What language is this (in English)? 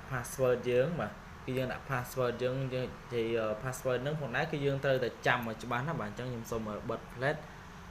Khmer